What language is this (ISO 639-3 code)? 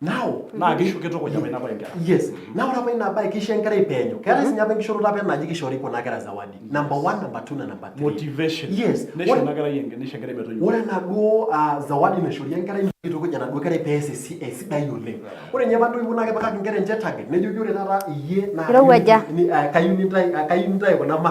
mas